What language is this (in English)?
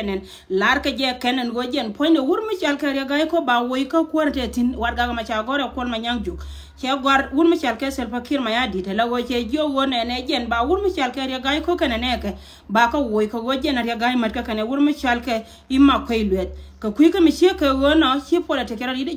Nuer